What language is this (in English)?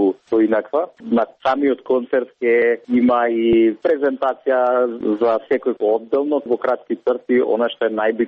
Macedonian